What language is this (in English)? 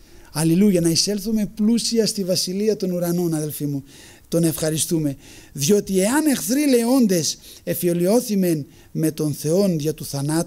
Greek